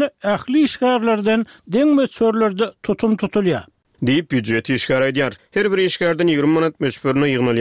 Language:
Turkmen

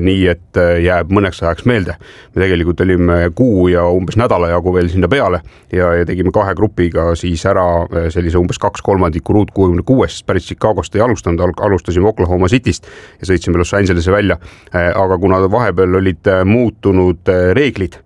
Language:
Estonian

